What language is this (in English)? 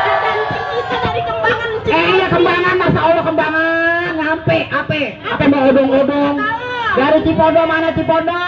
Betawi